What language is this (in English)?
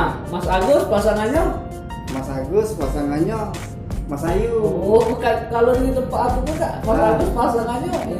Musi